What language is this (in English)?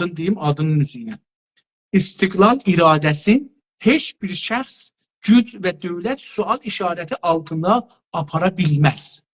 South Azerbaijani